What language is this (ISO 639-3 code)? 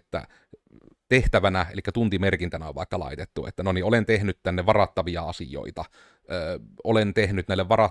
fin